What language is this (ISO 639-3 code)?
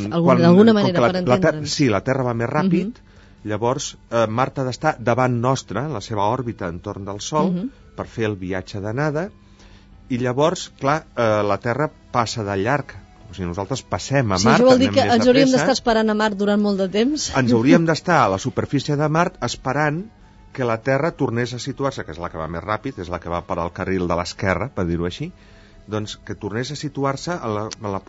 cat